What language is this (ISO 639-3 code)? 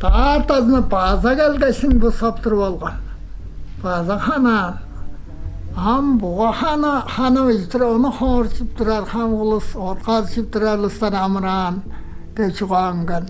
tyv